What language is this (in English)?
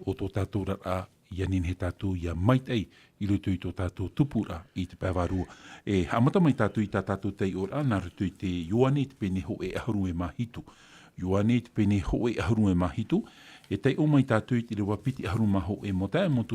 Tahitian